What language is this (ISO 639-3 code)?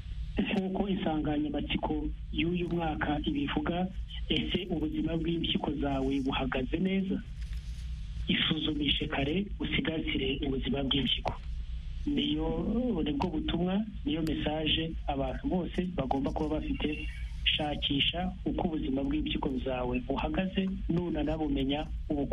kin